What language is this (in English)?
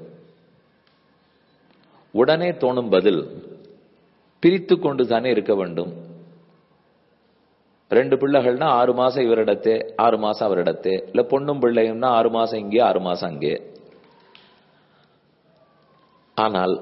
Tamil